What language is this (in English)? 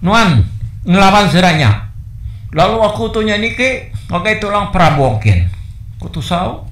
Iban